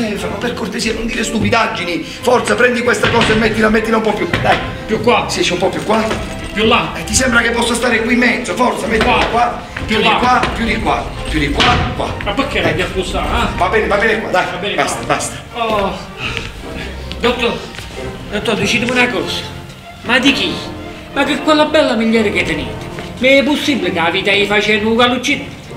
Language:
Italian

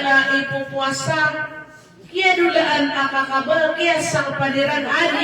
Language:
Maranao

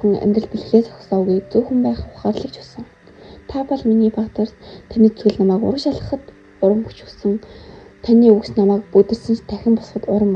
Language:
Mongolian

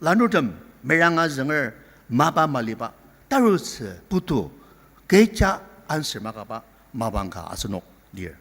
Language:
Ao Naga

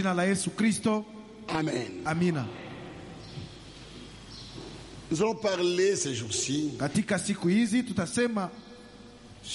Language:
Swahili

